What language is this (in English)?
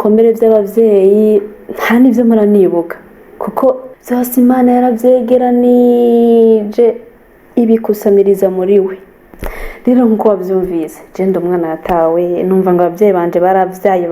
Rundi